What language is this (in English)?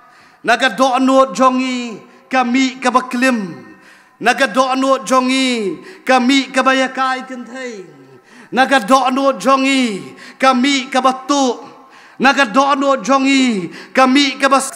Khasi